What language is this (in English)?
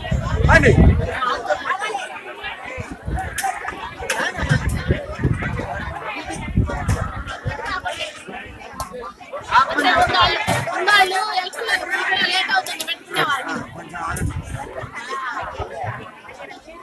Telugu